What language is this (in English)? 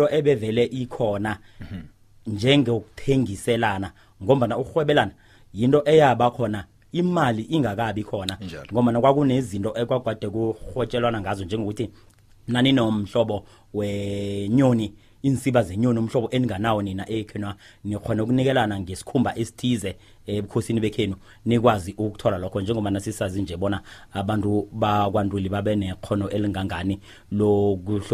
South Ndebele